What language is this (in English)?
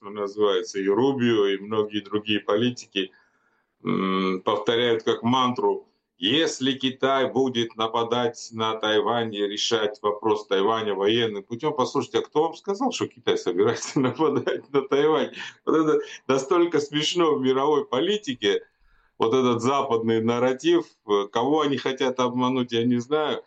Russian